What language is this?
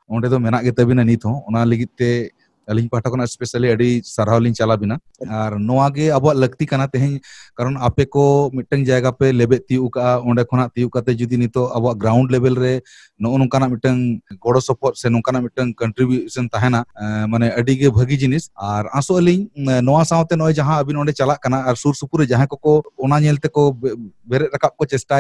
Santali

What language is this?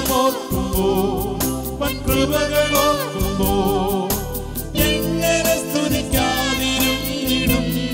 Malayalam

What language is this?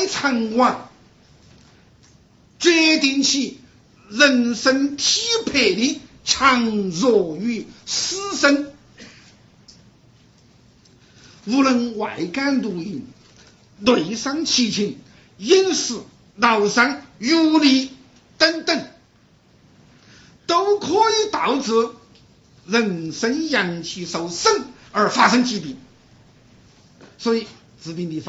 Chinese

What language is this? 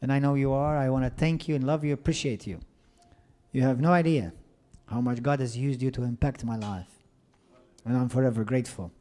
English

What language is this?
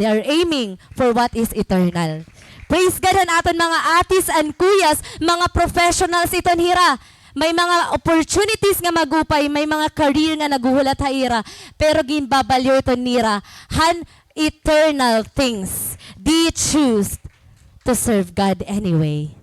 Waray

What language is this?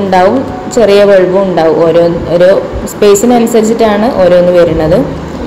Malayalam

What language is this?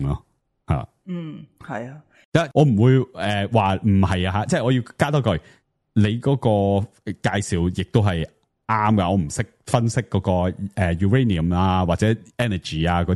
Cantonese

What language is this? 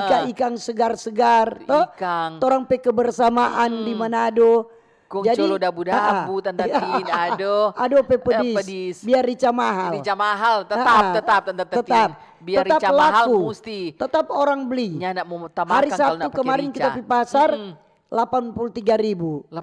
Manado Malay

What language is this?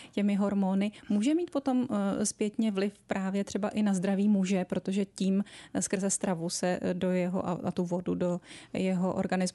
Czech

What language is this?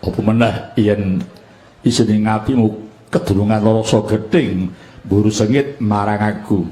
Javanese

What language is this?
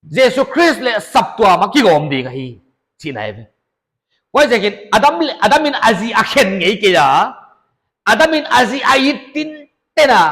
Paite Chin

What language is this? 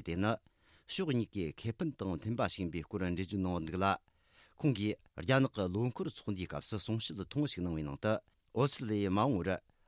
Tibetan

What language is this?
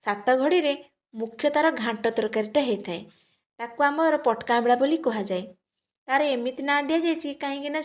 Odia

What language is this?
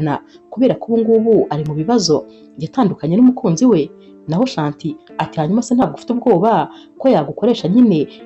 Kinyarwanda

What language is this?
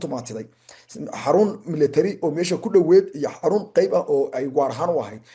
Somali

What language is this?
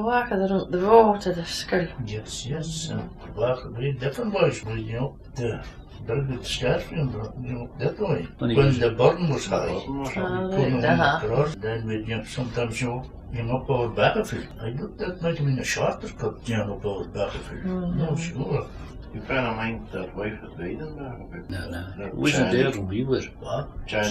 Scots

